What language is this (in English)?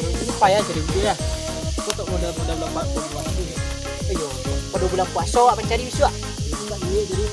Minangkabau